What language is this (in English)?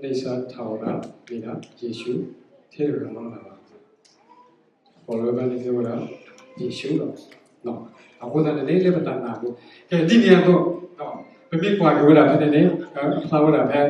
S'gaw Karen